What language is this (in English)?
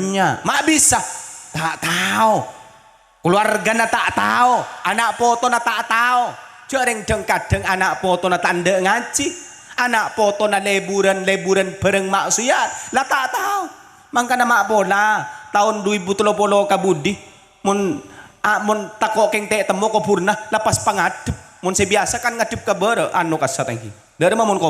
Madurese